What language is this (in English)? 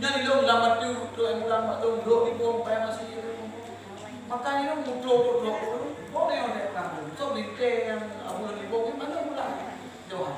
Achinese